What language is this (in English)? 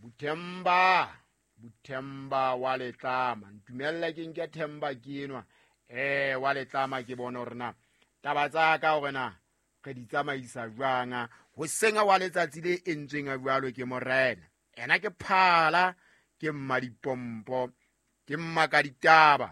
Southern Sotho